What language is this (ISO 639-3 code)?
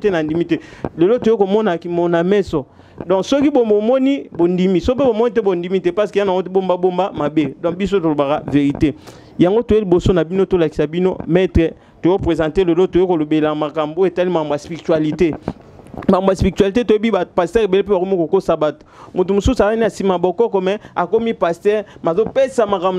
lin